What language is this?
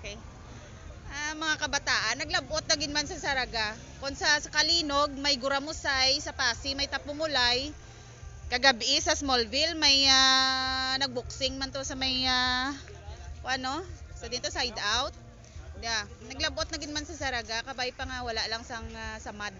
Hiligaynon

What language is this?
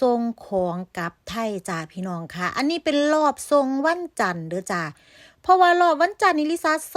Northeastern Thai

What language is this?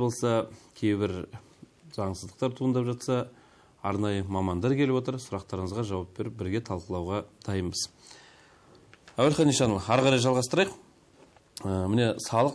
Kazakh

